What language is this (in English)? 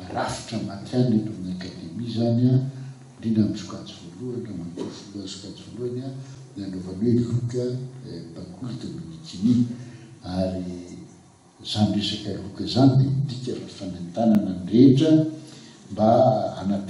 Malagasy